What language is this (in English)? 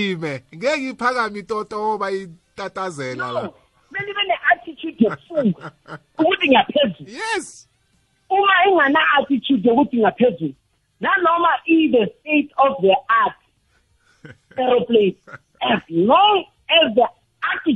South Ndebele